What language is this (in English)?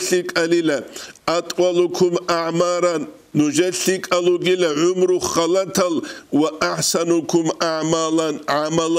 Avaric